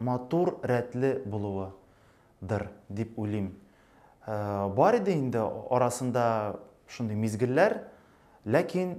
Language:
Tatar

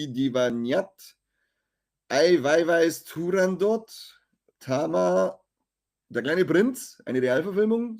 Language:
Bavarian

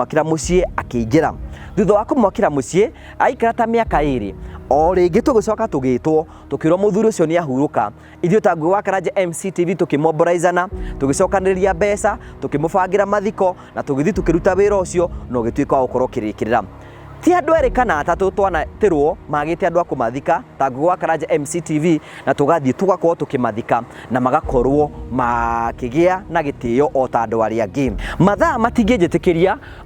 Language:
Kikuyu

